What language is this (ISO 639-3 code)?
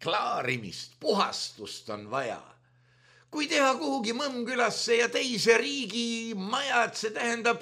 est